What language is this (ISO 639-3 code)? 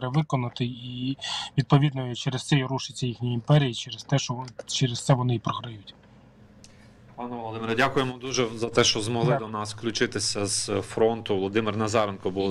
ukr